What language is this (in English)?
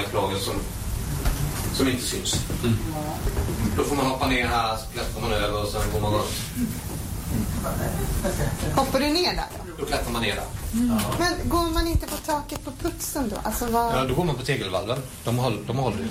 Swedish